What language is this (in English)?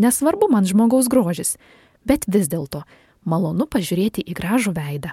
Lithuanian